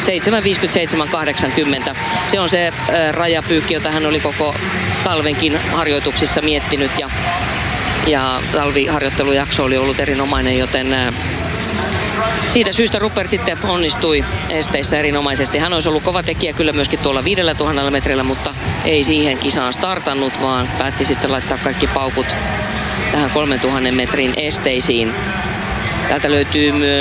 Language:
Finnish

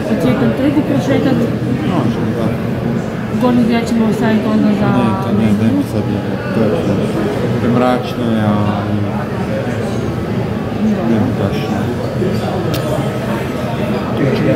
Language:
Croatian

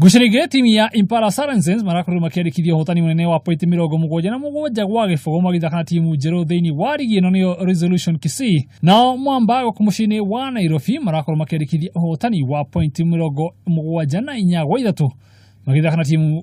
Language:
Kikuyu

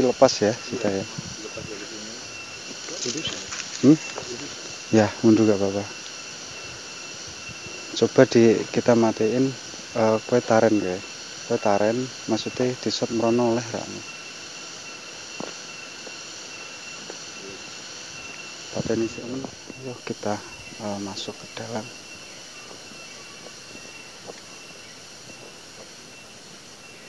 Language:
Indonesian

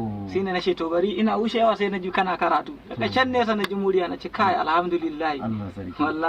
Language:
Hausa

